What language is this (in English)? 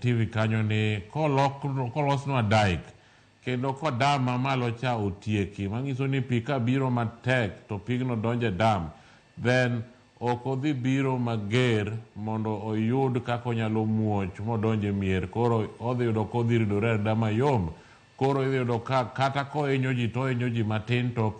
Luo (Kenya and Tanzania)